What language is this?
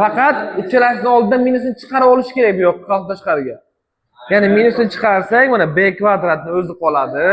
Uzbek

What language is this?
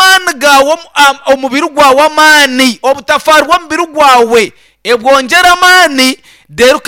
Nyankole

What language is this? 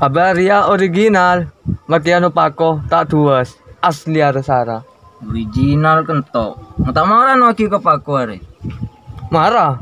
Madurese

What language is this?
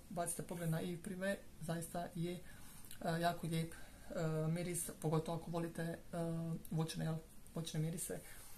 Croatian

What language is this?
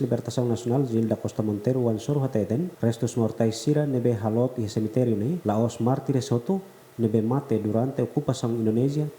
Tetum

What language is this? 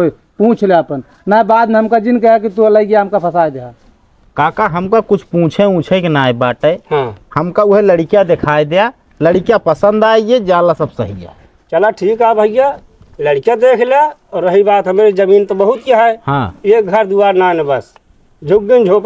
Awadhi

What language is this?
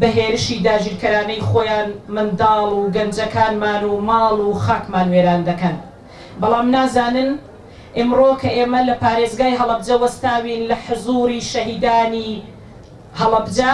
Central Kurdish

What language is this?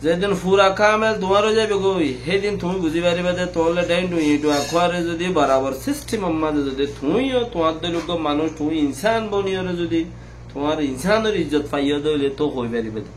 Rohingya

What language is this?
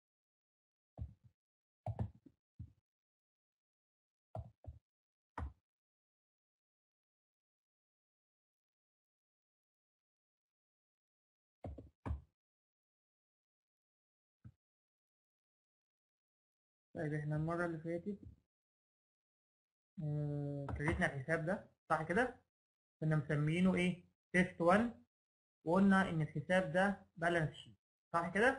Egyptian Arabic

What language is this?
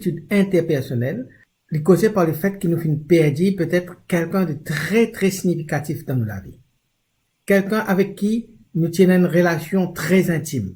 Morisyen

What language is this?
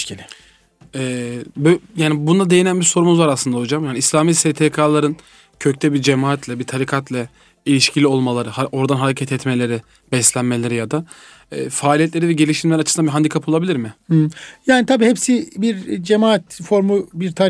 Turkish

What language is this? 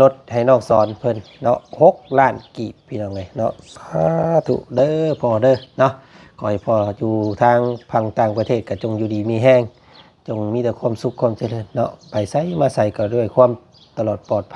Lao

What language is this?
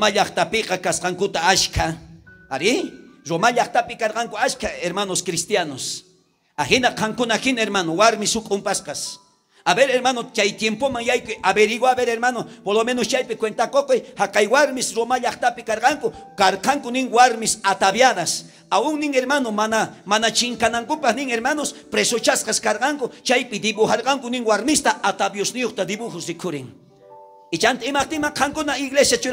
South Bolivian Quechua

